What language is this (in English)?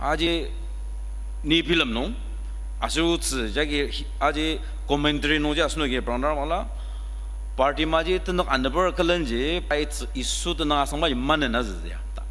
Ao Naga